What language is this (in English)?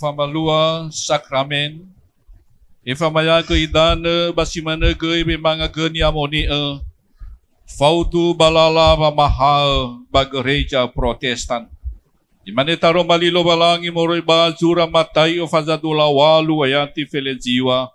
Nias